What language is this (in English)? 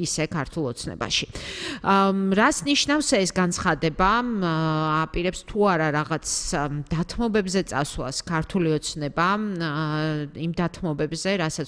Georgian